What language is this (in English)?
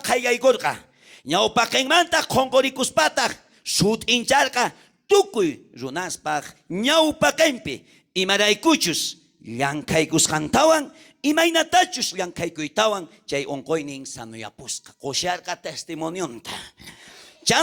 South Bolivian Quechua